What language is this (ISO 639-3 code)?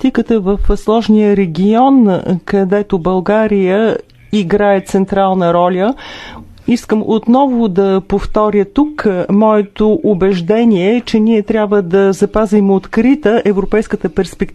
bul